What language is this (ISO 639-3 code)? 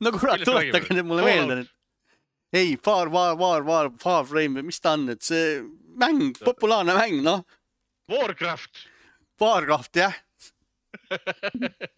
est